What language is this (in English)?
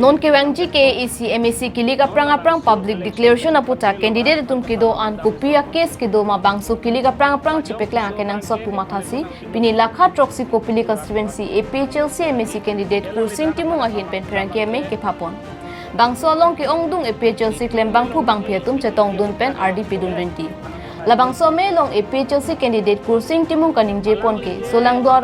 Karbi